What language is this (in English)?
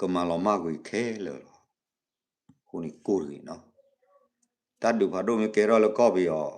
S'gaw Karen